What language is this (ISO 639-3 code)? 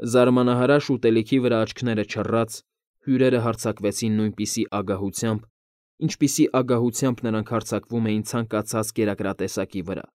hye